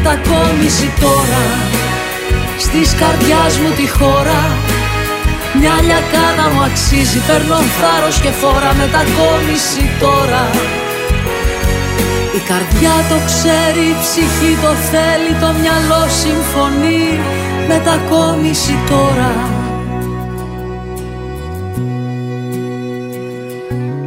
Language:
Greek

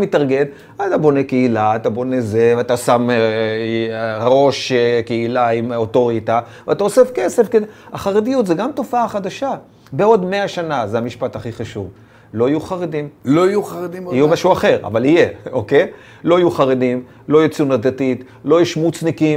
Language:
Hebrew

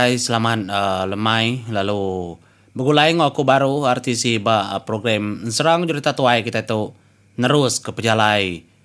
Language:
Iban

